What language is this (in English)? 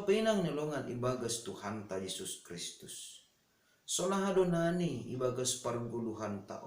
Batak Simalungun